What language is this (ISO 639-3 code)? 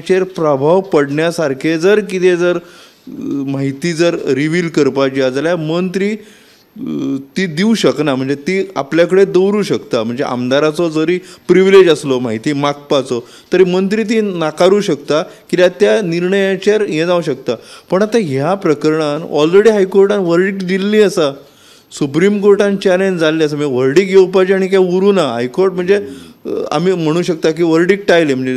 kok